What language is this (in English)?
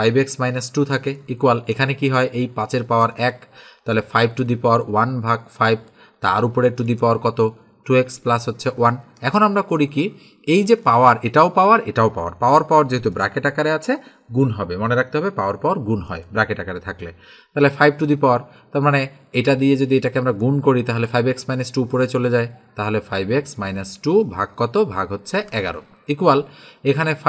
Bangla